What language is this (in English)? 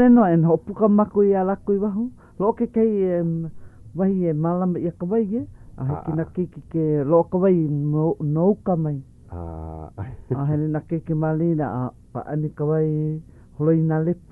Hawaiian